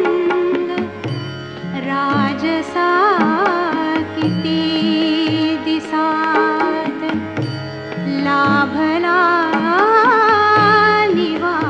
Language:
Marathi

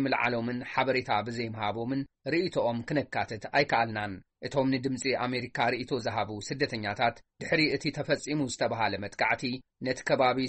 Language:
Tigrinya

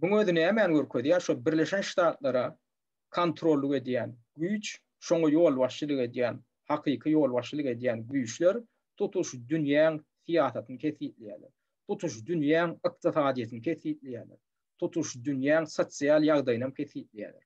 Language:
Turkmen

